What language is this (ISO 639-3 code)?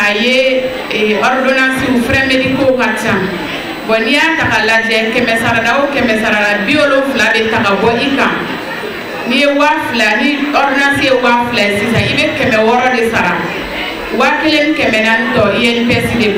bam